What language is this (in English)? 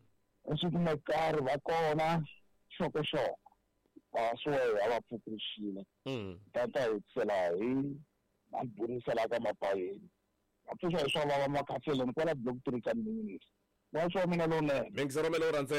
Tsonga